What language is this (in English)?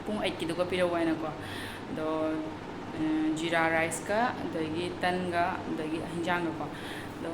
Manipuri